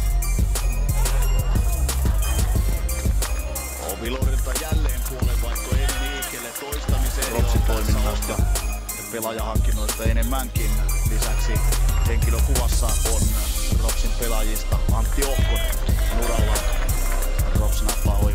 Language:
Finnish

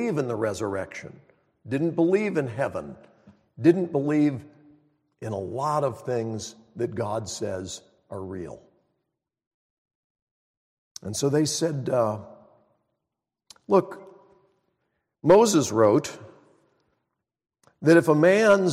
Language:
English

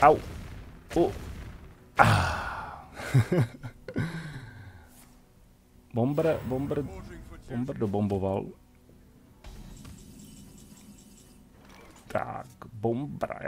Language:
Czech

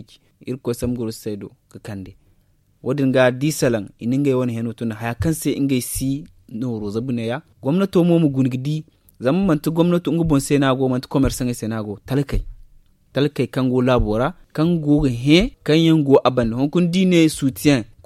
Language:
Zarma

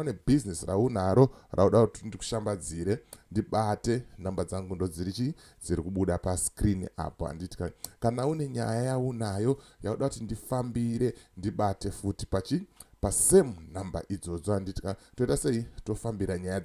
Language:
Shona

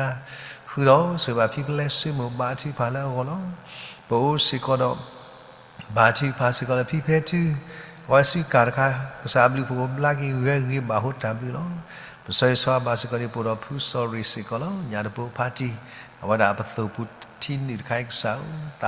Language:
S'gaw Karen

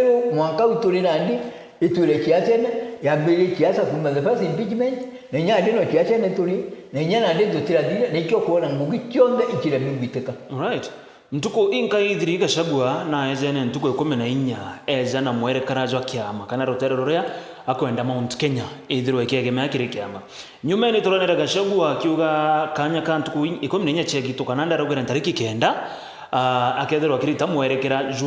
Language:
Meru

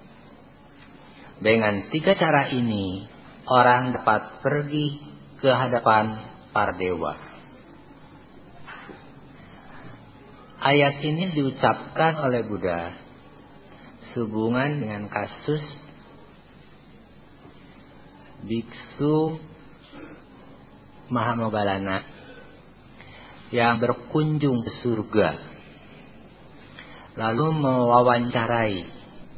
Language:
Indonesian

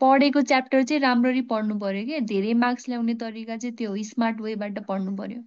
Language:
Nepali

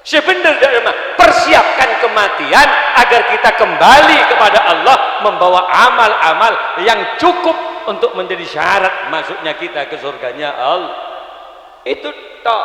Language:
Madurese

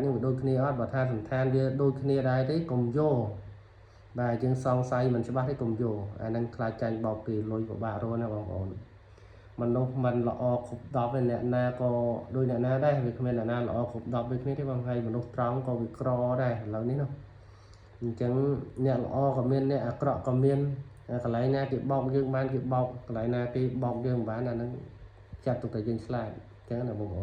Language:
Khmer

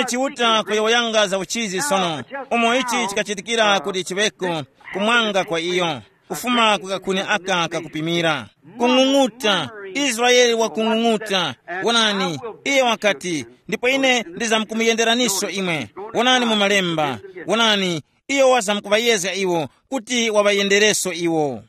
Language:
Tumbuka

